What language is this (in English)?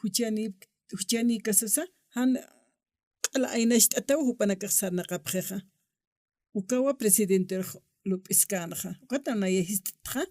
Aymara